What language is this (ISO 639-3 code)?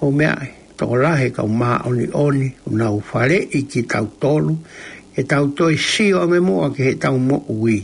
ton